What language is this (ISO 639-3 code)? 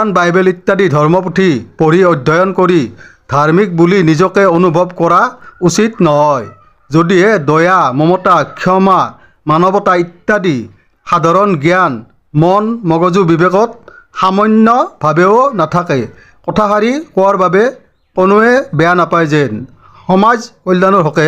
asm